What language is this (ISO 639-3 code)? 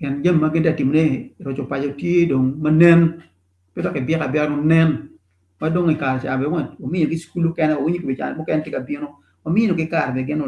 ach